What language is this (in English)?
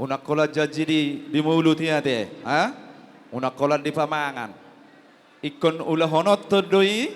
Batak Toba